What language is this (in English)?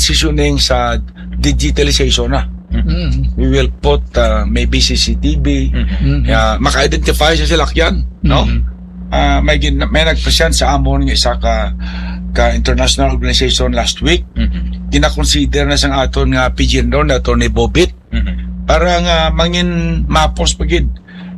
Hiligaynon